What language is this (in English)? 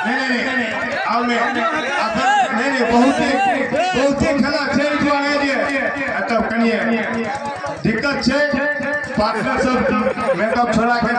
Maithili